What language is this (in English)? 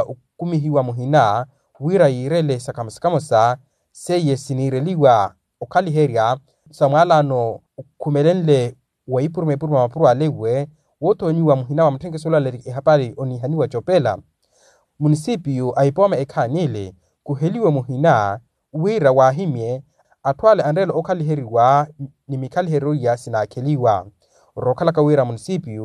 Makhuwa